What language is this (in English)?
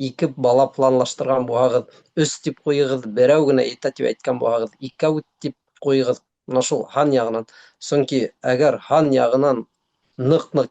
Bashkir